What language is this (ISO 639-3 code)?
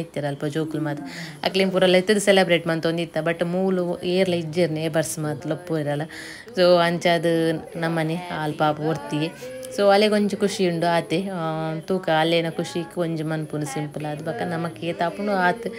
tcy